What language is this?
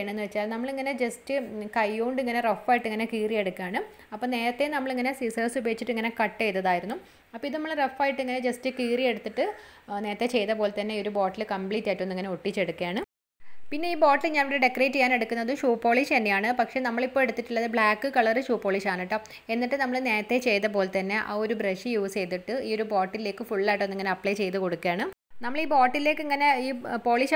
Malayalam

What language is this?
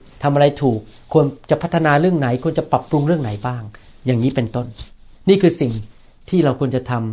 Thai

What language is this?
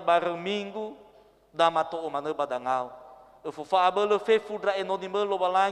Nias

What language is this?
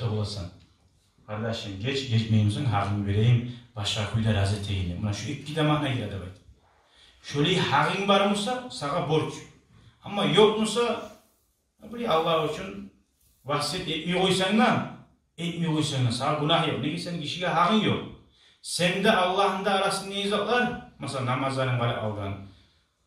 Kumyk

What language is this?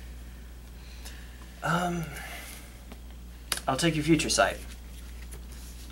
English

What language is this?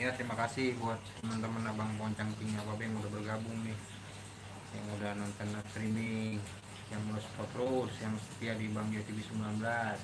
Betawi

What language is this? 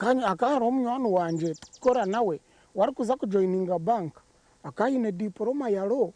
Nyankole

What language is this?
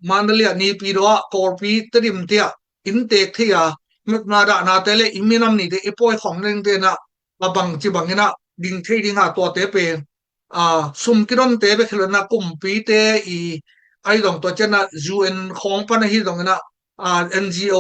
Tedim Chin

